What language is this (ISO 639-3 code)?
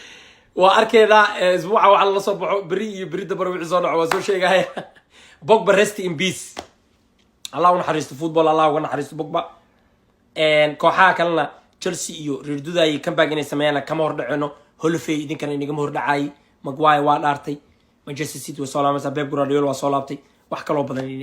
som